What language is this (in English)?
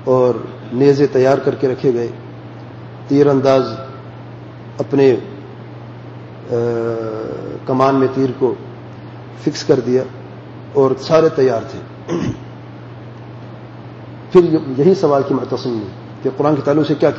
Urdu